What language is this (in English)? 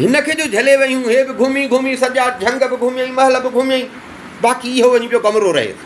Sindhi